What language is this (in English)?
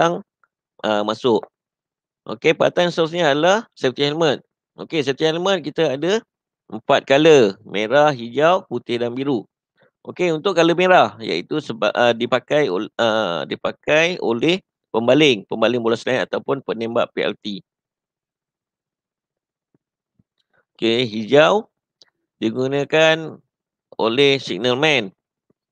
Malay